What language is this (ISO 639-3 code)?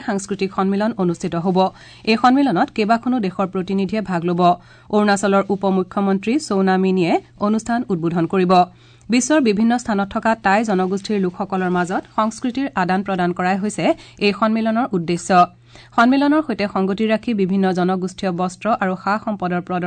asm